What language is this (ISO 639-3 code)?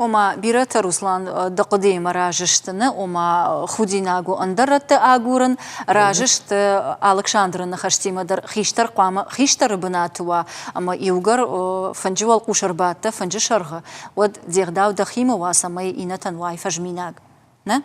oss